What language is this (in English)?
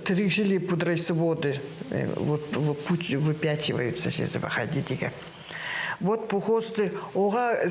Khakas